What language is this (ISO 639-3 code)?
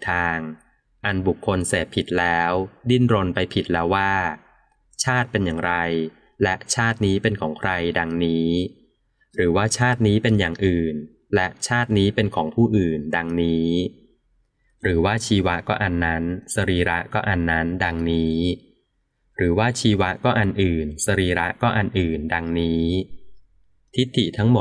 tha